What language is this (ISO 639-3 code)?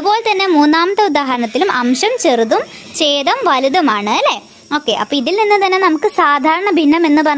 mal